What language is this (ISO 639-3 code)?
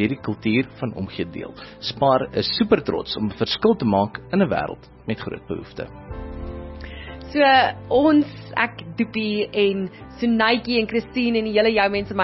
afr